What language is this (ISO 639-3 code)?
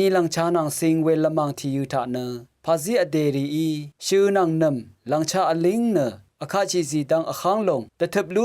raw